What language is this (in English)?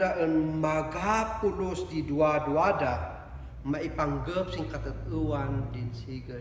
Kankanaey